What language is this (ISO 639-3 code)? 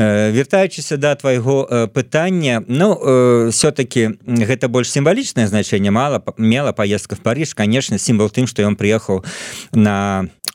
bel